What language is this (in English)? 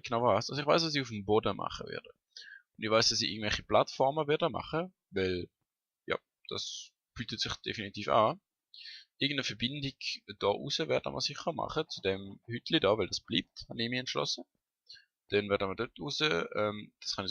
Swiss German